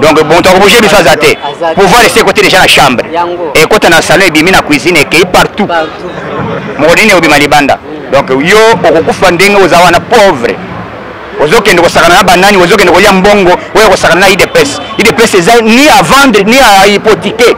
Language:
Lingala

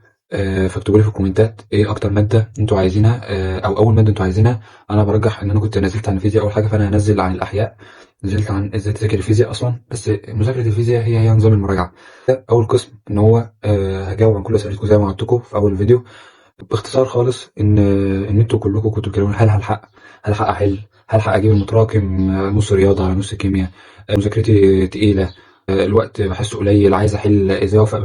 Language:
Egyptian Arabic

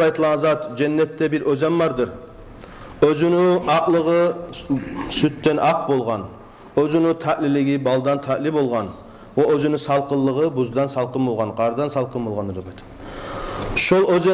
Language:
Kumyk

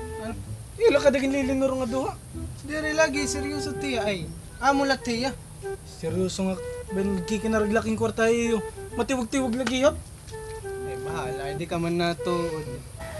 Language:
Waray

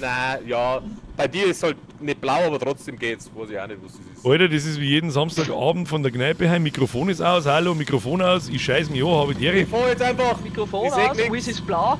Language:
Bavarian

